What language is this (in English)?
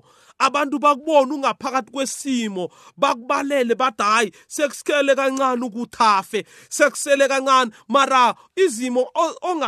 South Ndebele